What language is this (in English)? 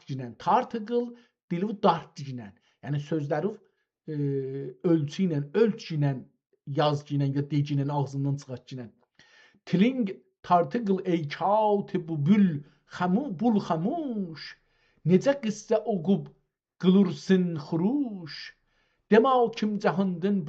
South Azerbaijani